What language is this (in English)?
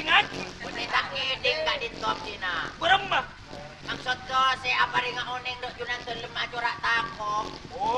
Madurese